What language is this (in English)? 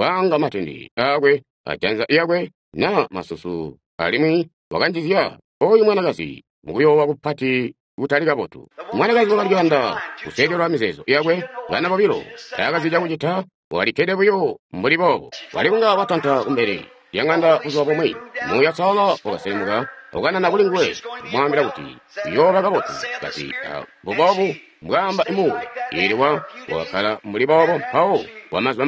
Tonga (Zambia)